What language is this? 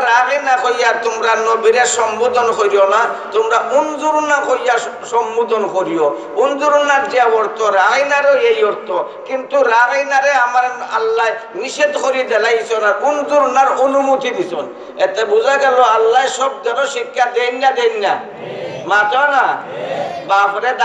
Sylheti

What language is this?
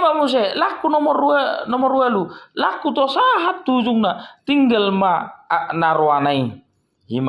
Batak Toba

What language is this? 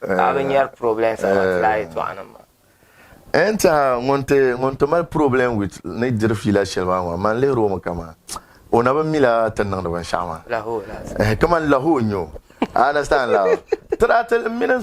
Dagbani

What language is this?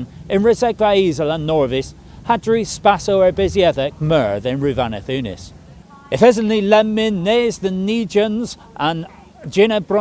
Cornish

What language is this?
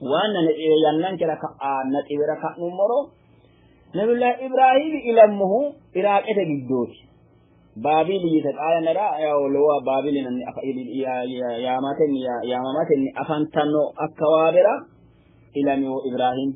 Sidamo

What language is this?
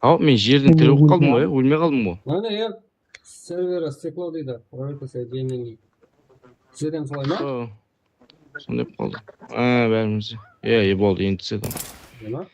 Kara-Kalpak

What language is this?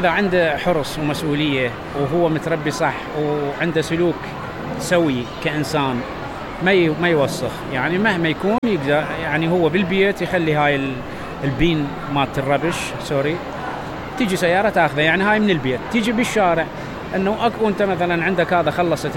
Mesopotamian Arabic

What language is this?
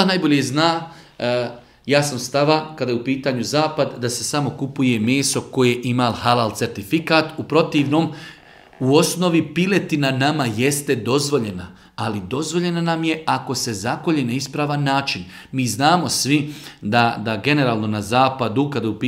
Bosnian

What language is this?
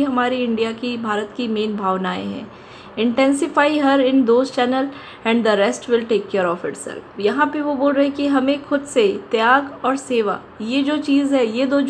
Hindi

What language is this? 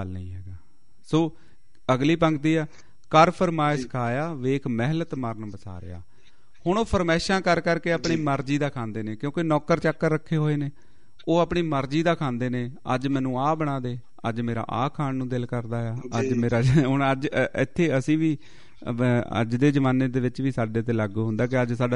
Punjabi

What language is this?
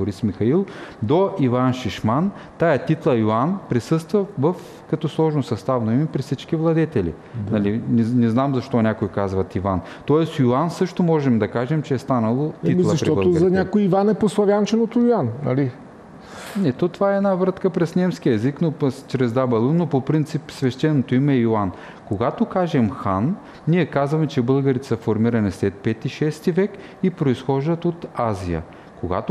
Bulgarian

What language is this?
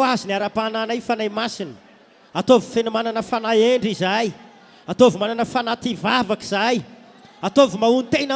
Malagasy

